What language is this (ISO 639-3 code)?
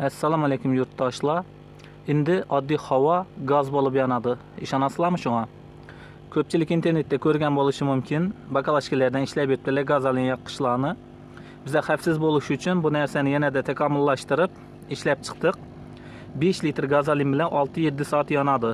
uzb